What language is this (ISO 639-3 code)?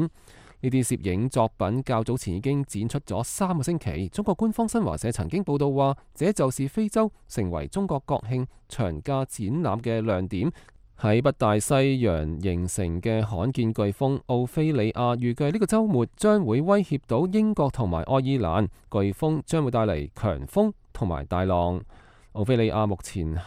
yue